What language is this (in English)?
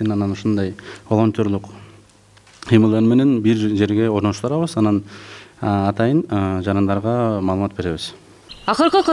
Kyrgyz